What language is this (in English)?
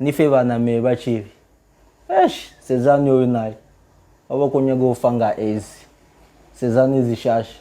Venda